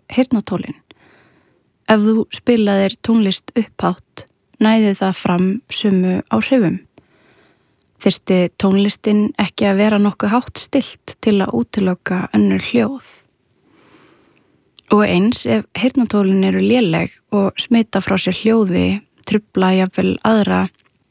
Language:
Icelandic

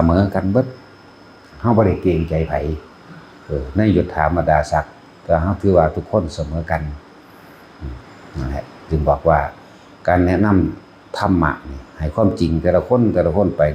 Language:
Northeastern Thai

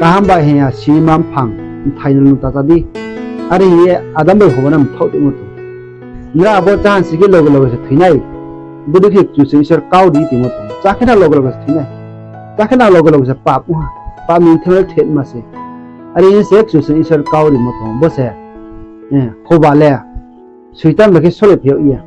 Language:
Riang (India)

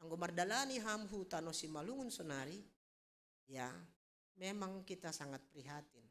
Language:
Batak Simalungun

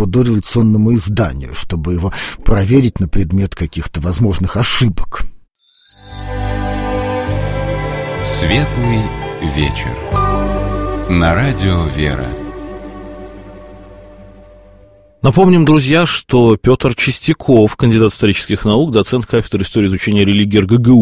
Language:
Russian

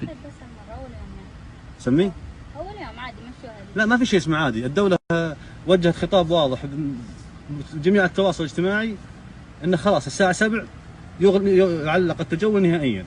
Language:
Najdi Arabic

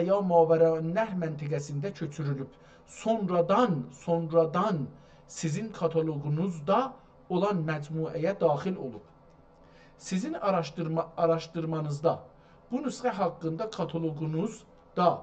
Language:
South Azerbaijani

